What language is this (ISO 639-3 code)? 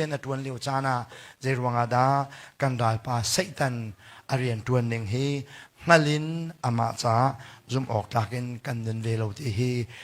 cnh